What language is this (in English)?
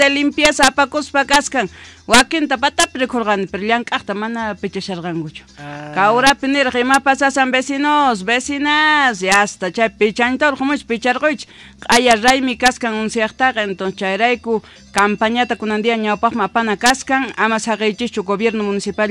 South Bolivian Quechua